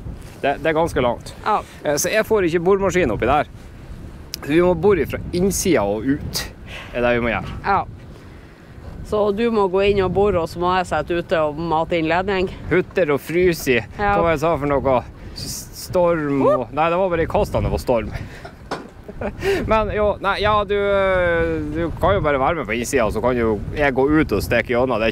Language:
Norwegian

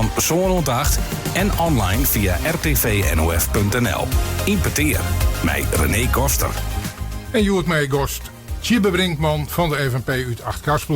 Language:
Western Frisian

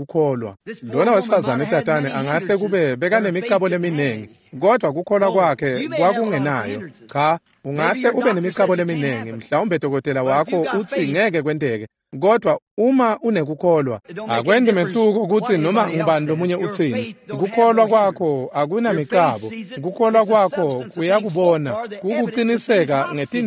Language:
Swati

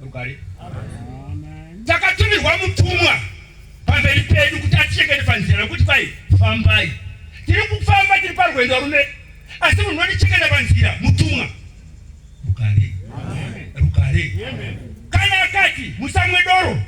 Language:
Shona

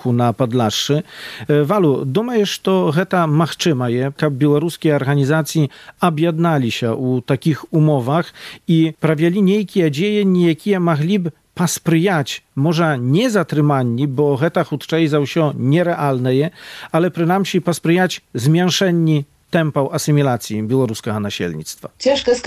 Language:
Belarusian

